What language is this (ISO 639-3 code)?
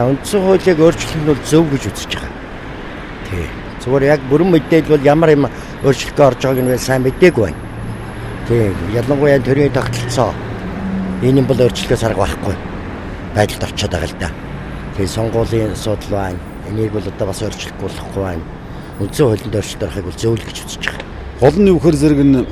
mon